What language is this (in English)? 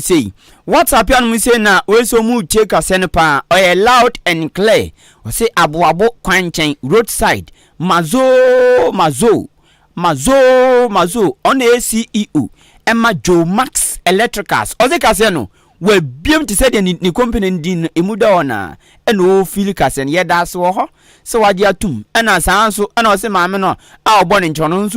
Akan